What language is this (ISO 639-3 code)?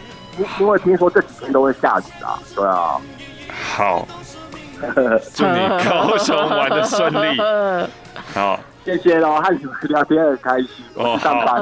zho